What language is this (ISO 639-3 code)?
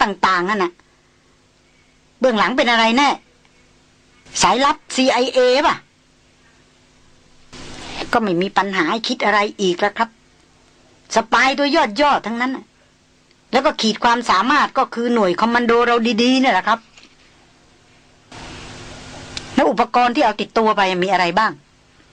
tha